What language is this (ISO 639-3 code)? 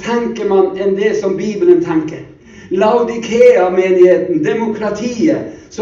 nor